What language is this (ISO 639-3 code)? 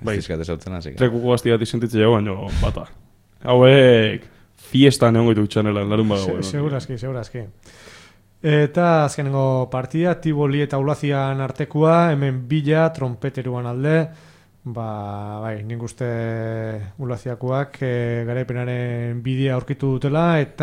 eus